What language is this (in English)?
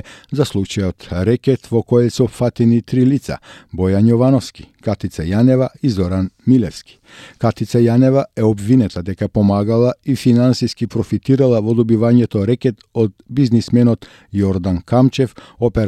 Macedonian